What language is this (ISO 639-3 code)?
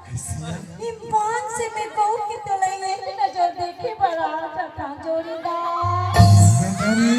hne